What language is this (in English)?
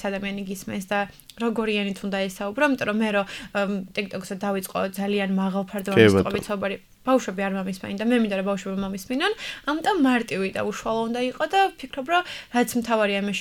Georgian